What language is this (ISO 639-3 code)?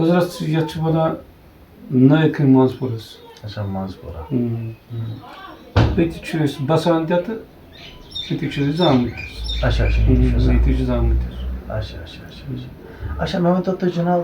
kas